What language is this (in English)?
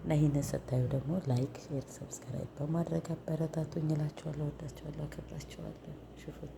Amharic